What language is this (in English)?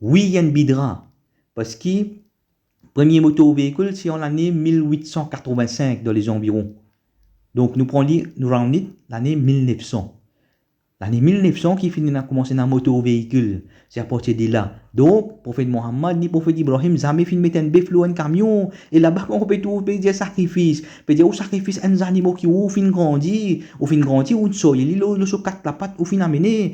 Morisyen